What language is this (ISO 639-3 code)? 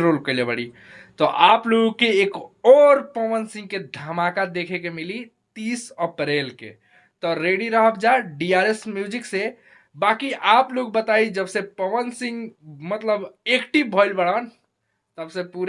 bho